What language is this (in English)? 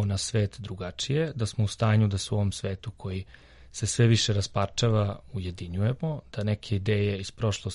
Serbian